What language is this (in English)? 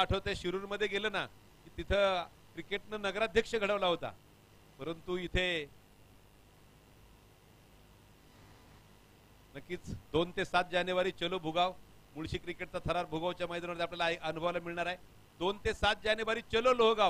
Marathi